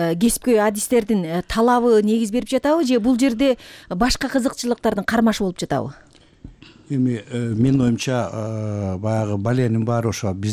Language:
Kyrgyz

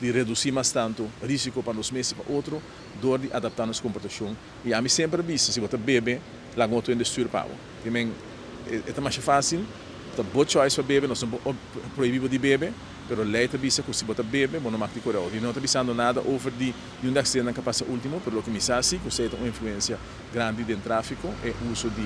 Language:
Papiamento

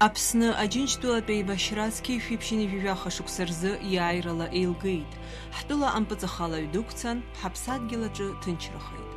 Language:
Abkhazian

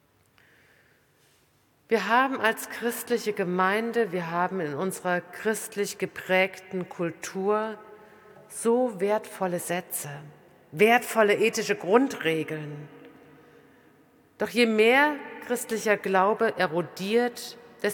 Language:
German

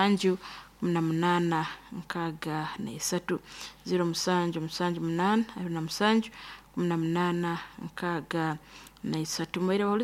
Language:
Nyoro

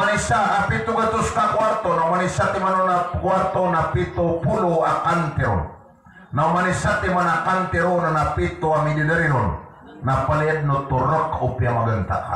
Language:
Maranao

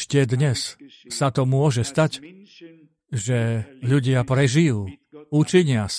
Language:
Slovak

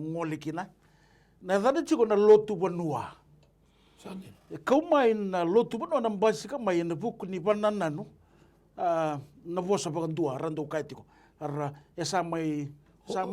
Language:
Fijian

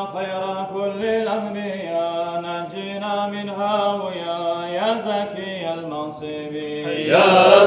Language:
Kumyk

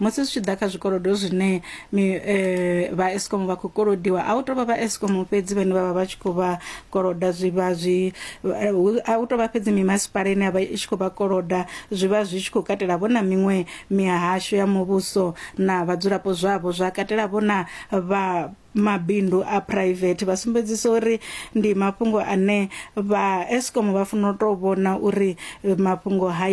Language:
Venda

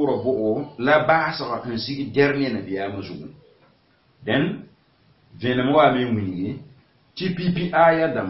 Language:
Mossi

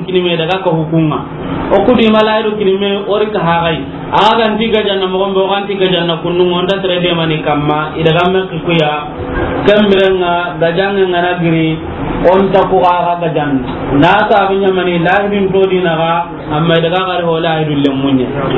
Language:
Soninke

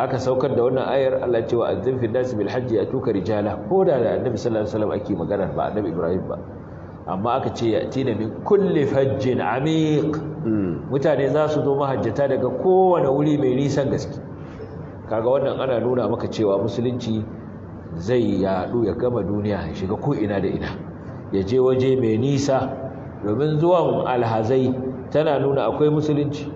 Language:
Hausa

